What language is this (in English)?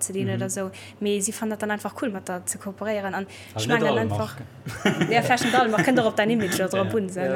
Luxembourgish